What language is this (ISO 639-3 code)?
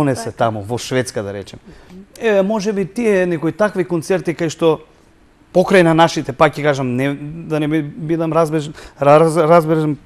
mkd